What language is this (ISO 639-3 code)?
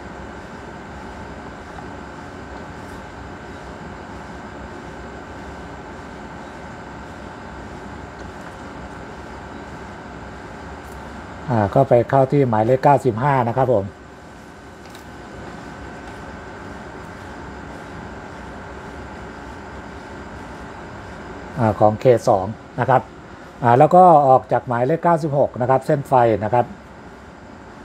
tha